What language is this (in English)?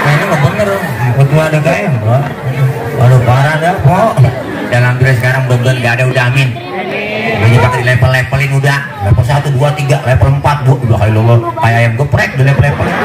Betawi